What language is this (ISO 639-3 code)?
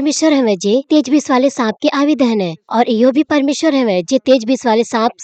bho